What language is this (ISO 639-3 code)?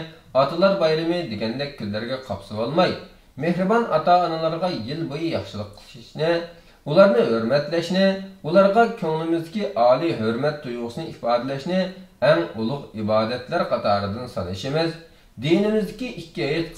uig